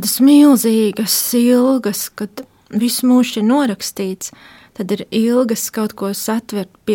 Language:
Latvian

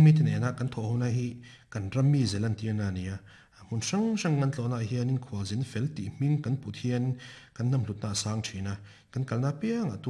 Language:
Mizo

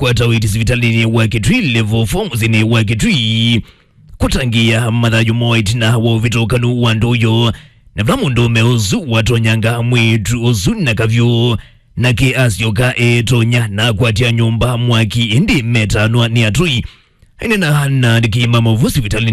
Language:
Kamba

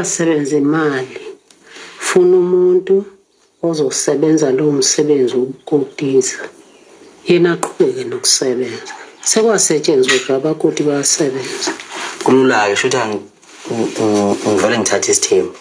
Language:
Zulu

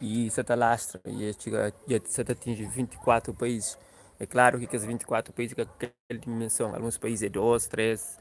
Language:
Kabuverdianu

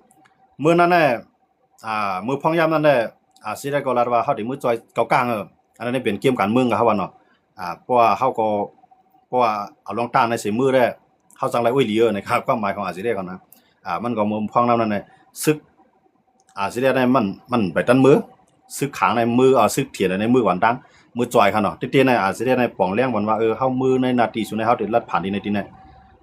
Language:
Shan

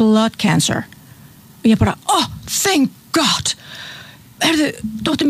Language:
Icelandic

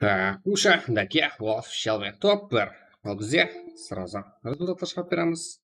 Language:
Kara-Kalpak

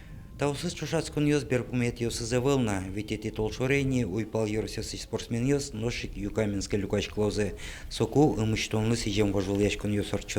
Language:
Udmurt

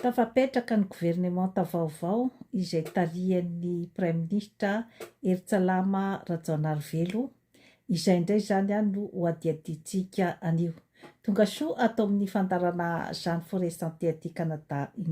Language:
Malagasy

